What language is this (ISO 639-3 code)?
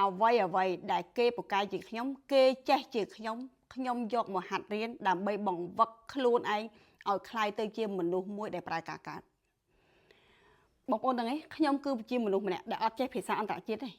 khm